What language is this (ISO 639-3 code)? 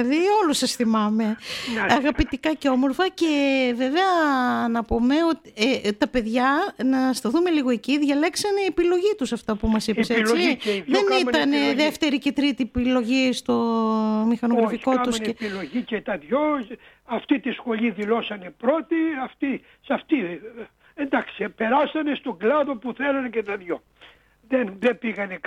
ell